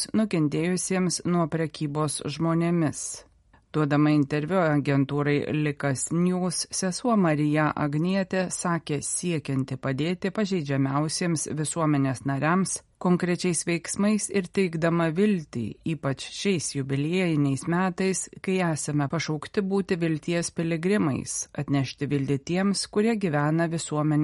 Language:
Lithuanian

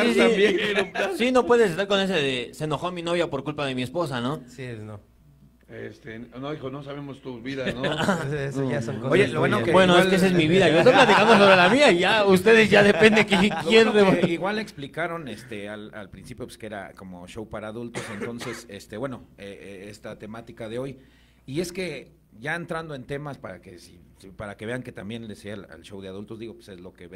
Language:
Spanish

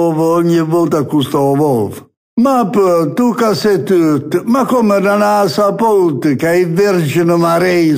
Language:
Neapolitan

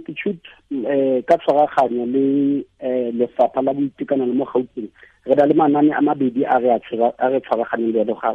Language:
Tswana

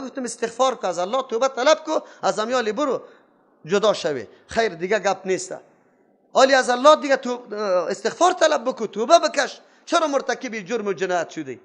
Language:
Persian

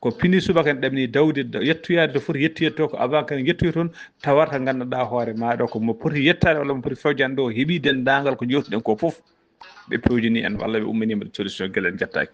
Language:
Fula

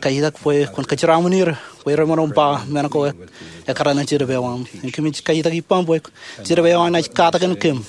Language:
Marshallese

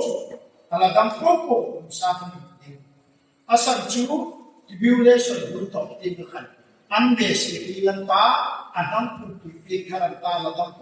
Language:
Hmar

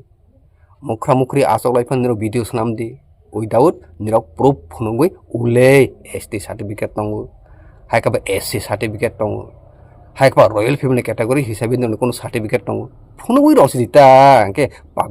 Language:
Kok Borok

